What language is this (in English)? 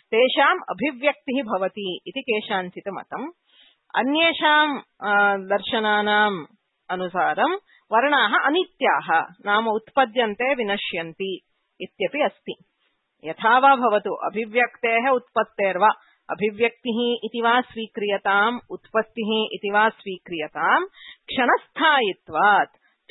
Sanskrit